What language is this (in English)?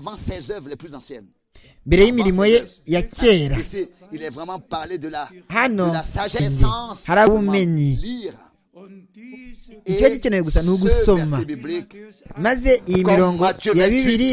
Kinyarwanda